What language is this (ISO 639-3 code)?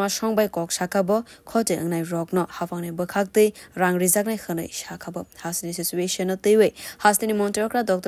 trp